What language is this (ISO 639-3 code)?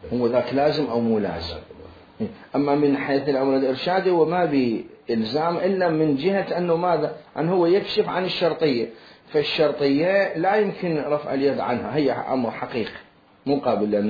acm